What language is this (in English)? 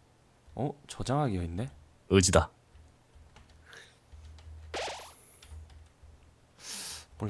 Korean